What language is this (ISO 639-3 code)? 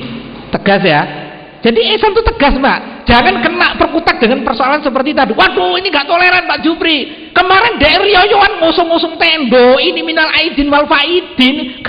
ind